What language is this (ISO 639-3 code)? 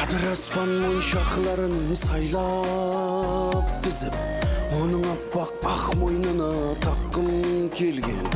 kaa